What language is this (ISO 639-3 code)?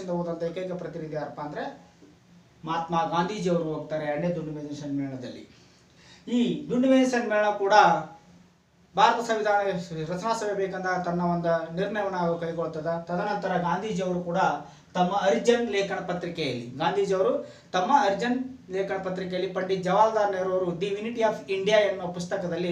kan